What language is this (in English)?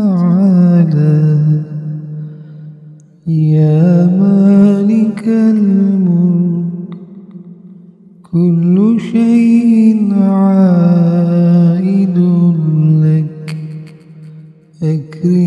Arabic